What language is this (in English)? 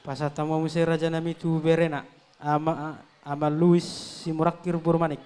Batak Toba